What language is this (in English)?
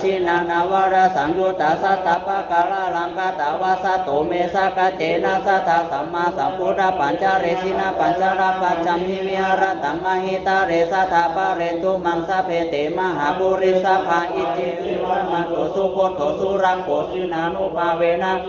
Pali